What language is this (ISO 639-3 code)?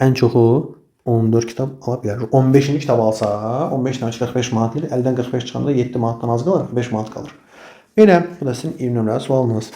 aze